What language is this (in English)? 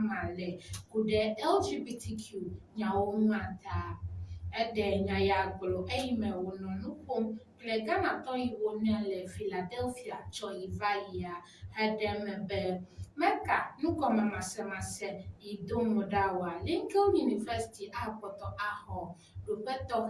Ewe